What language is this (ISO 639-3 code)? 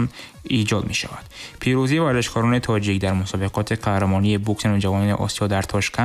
tgk